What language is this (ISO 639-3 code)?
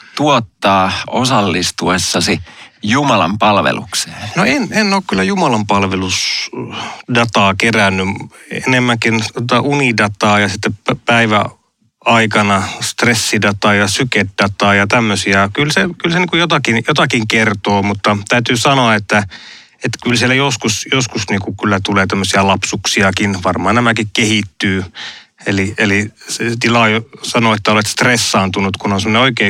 fin